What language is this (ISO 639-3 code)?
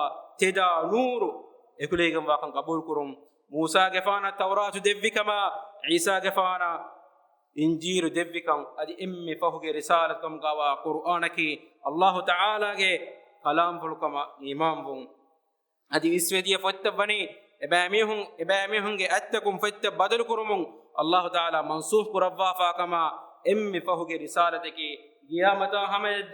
div